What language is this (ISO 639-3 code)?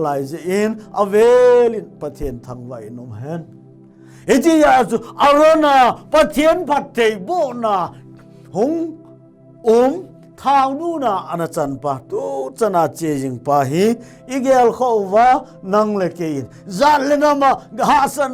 tcz